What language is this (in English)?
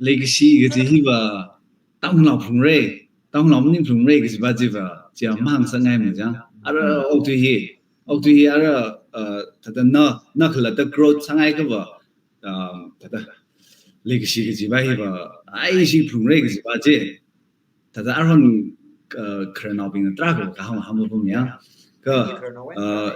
Tangkhul Naga (India)